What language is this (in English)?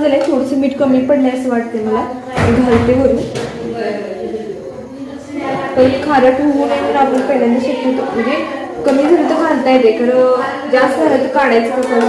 Marathi